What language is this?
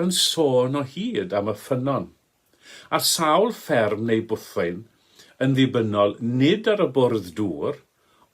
Welsh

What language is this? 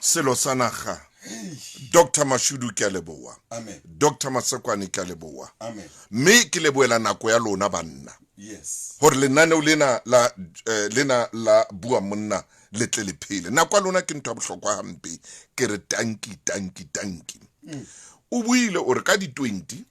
Southern Sotho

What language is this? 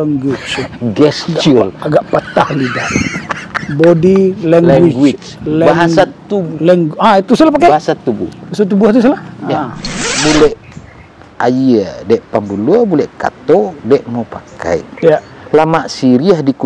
Minangkabau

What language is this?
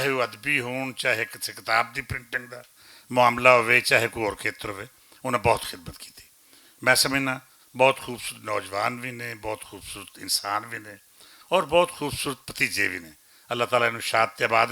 Western Panjabi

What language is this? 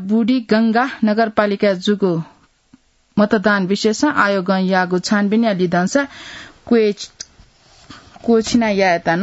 Newari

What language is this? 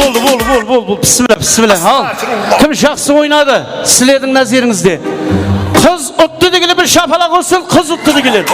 Kara-Kalpak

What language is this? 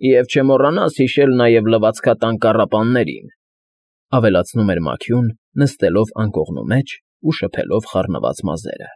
Armenian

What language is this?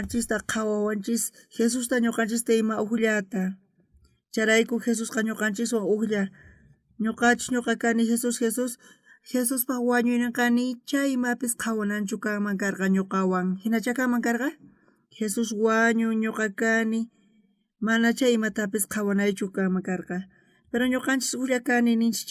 South Bolivian Quechua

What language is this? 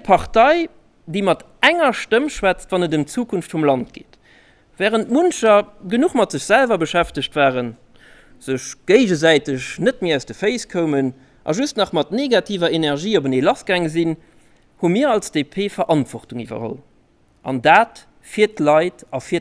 Luxembourgish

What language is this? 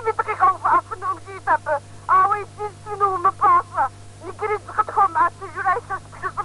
Kabardian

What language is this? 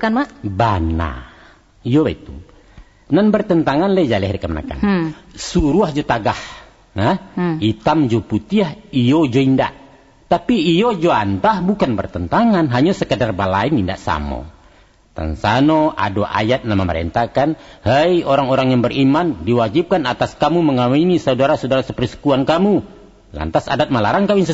Minangkabau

